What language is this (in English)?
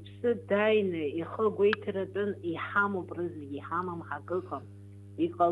Abkhazian